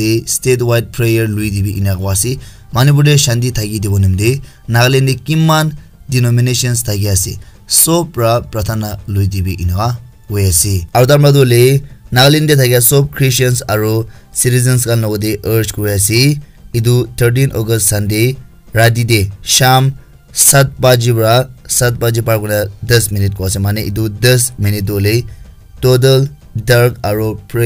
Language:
Naga Pidgin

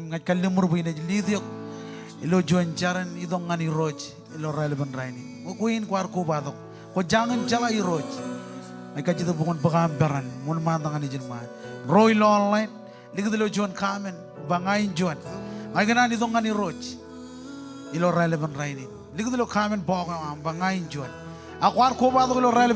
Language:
Marshallese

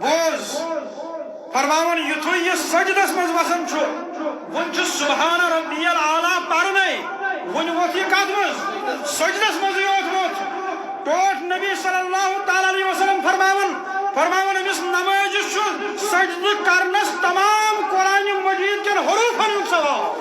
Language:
Kashmiri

